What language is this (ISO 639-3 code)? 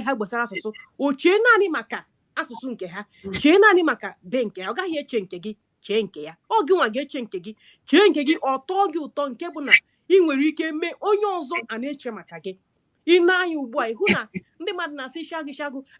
ibo